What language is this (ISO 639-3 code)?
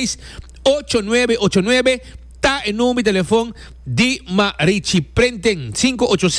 pap